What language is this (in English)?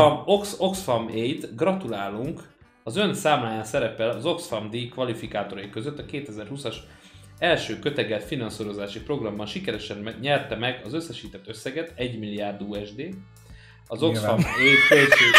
Hungarian